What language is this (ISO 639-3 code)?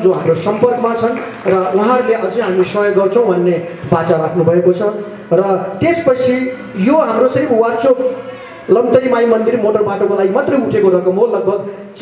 nep